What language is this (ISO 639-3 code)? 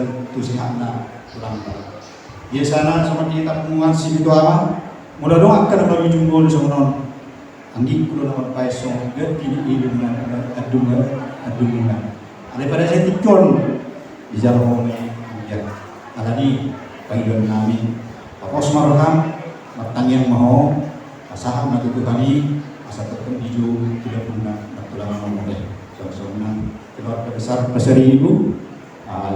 bbc